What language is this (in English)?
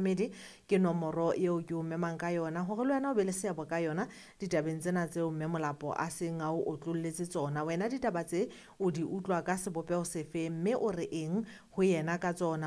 Southern Sotho